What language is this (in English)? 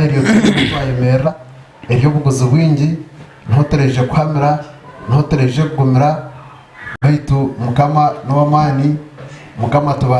Nyankole